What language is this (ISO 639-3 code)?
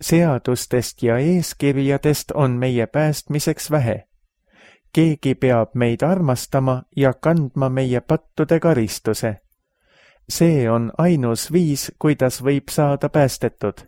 est